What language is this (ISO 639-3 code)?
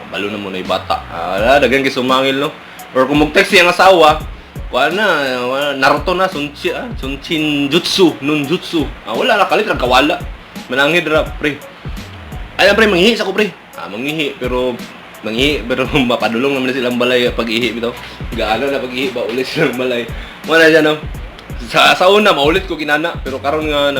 ceb